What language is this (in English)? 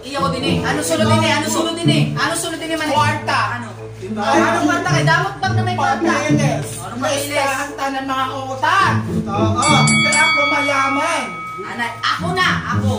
Waray